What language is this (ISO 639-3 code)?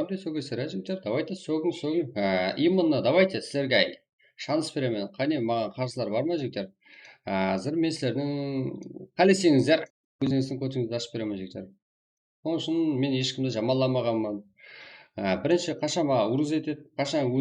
kaa